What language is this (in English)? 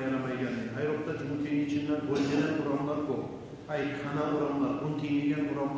Kumyk